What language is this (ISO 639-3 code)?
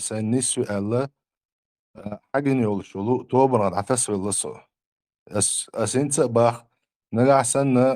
che